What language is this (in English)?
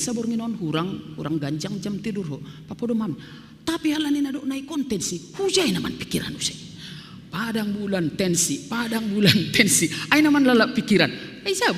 Batak Simalungun